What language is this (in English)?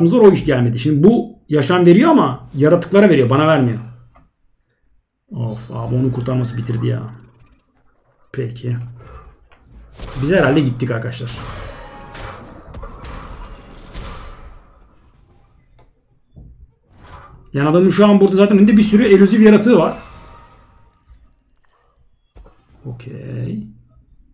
Turkish